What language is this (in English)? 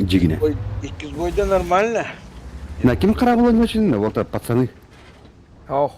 Yakut